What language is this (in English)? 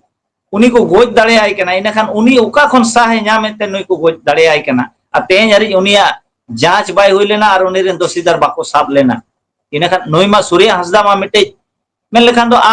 Santali